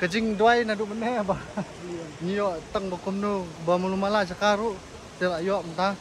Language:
Khasi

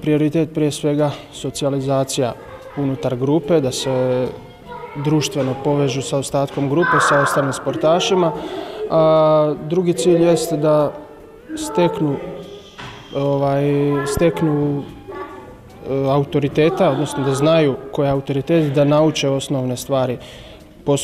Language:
Croatian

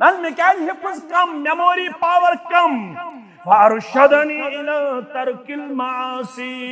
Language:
Kashmiri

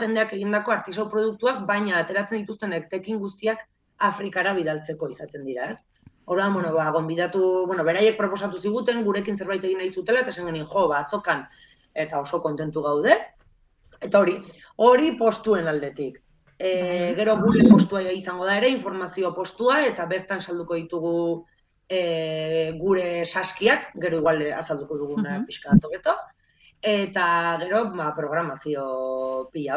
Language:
Basque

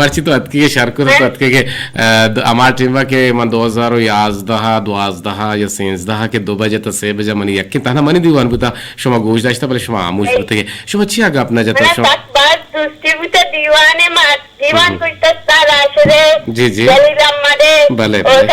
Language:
Eastern Balochi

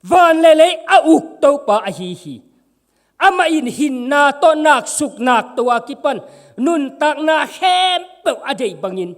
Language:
Tedim Chin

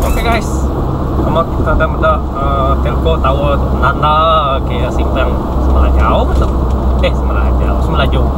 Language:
Iban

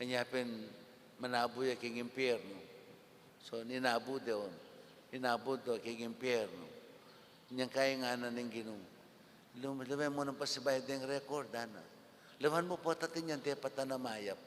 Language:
Pampanga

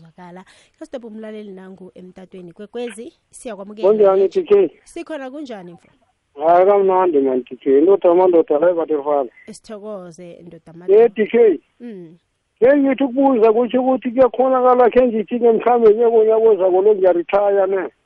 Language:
South Ndebele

